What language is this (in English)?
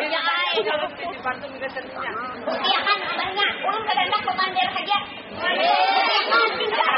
Banjar